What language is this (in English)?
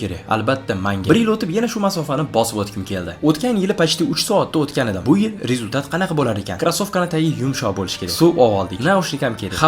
Uzbek